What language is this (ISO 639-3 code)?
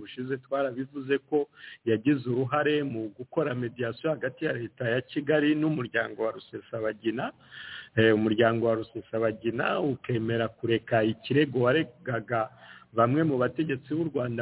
kin